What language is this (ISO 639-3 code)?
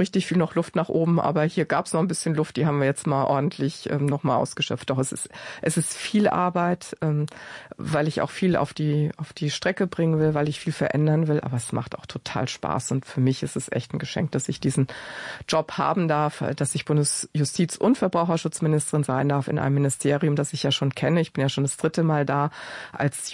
deu